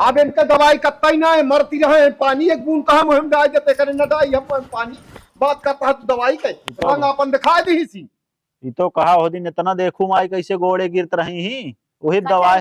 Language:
Awadhi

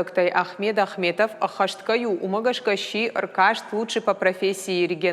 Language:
Ossetic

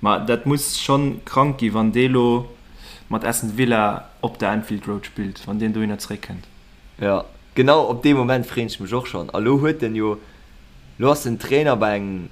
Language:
Luxembourgish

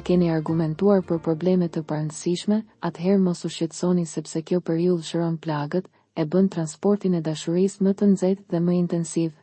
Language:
Albanian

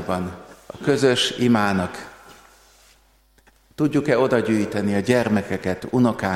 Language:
Hungarian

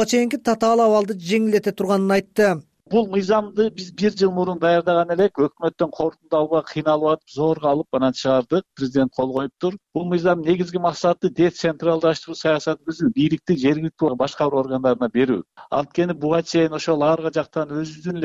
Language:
Kyrgyz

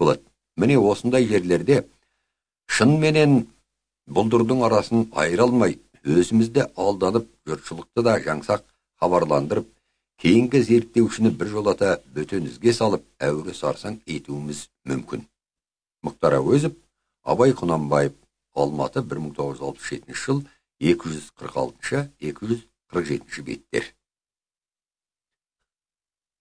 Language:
Kazakh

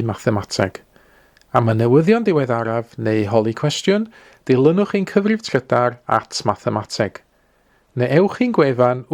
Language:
Welsh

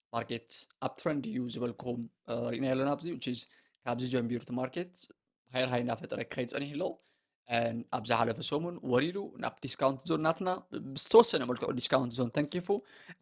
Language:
Tigrinya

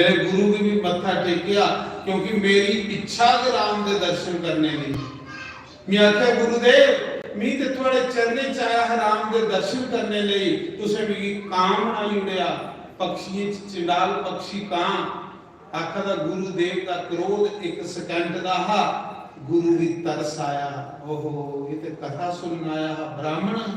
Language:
Dogri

